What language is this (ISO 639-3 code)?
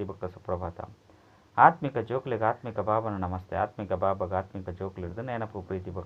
tcy